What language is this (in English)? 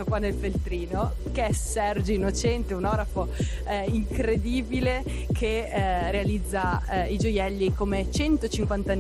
Italian